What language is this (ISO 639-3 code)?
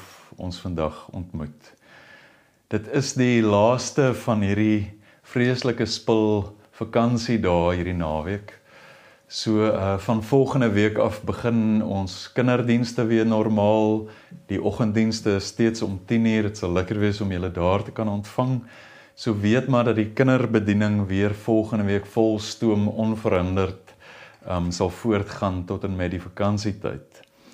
afr